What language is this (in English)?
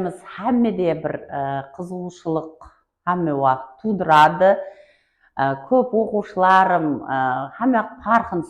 Kara-Kalpak